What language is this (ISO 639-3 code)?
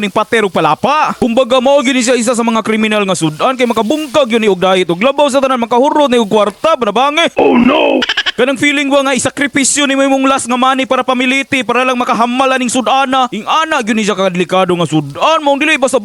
ceb